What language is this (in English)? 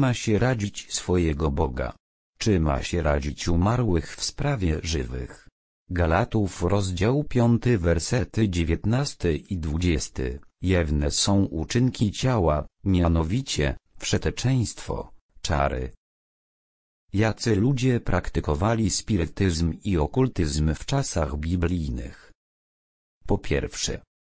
Polish